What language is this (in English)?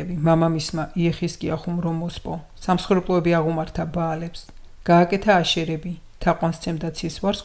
Georgian